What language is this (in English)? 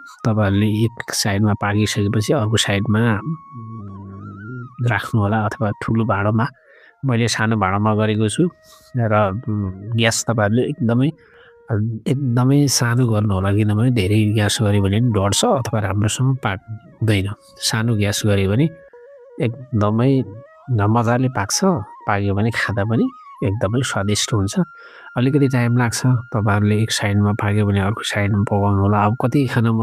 Nepali